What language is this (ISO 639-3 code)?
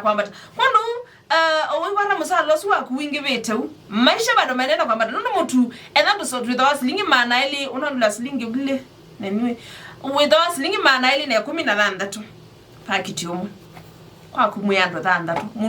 kam